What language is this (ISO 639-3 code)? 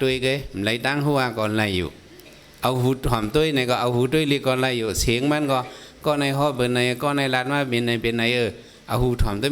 shn